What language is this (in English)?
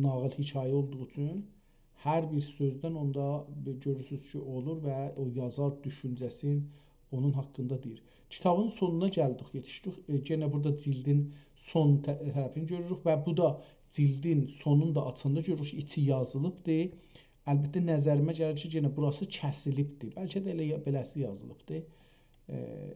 South Azerbaijani